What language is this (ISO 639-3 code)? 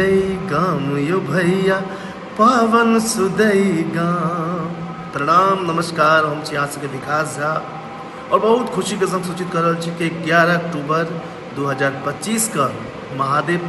mai